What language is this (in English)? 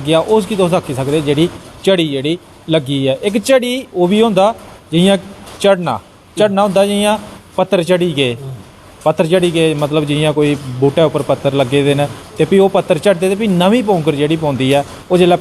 Dogri